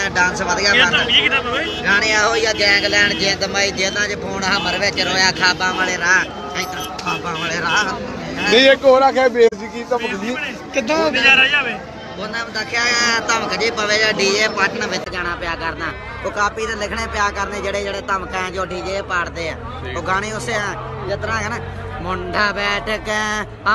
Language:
Punjabi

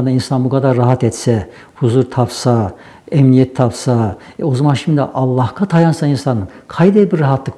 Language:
Nogai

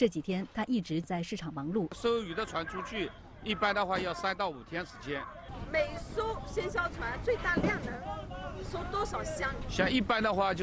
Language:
Chinese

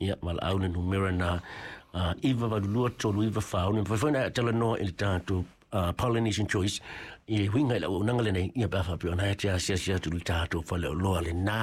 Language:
Samoan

